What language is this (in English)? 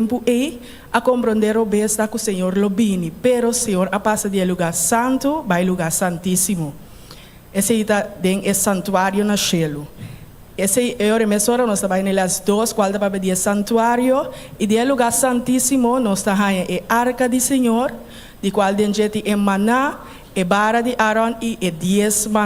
Papiamento